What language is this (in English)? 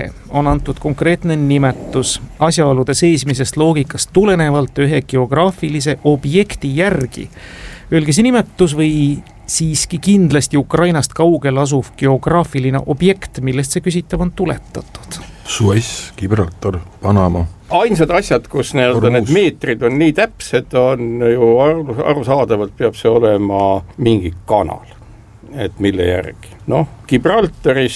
Estonian